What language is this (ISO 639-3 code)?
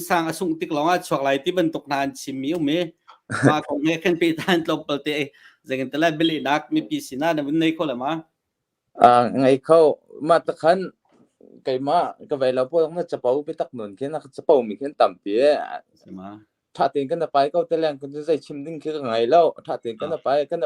cnh